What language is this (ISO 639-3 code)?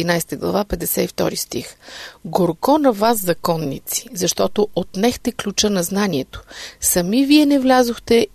bul